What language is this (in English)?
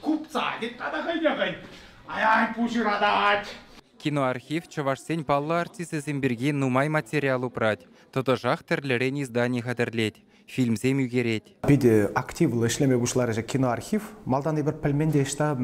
Chuvash